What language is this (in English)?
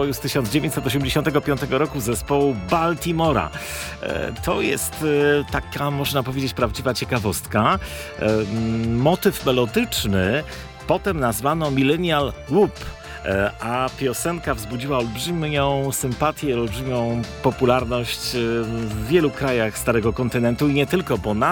Polish